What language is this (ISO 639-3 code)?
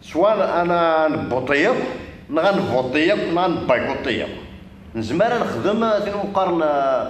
kab